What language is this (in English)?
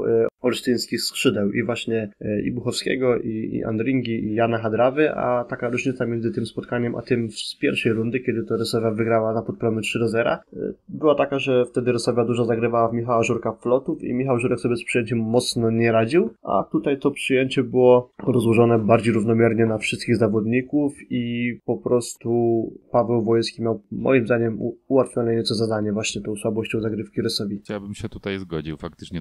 Polish